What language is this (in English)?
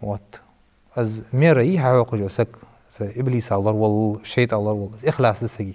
Ingush